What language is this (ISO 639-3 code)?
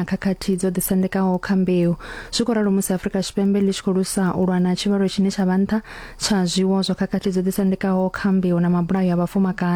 ven